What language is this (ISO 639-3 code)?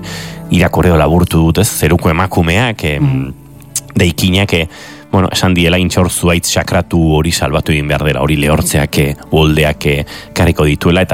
eus